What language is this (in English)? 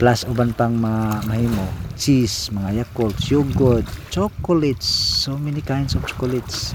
Cebuano